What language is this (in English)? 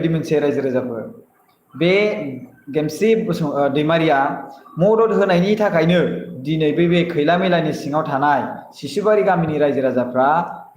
Bodo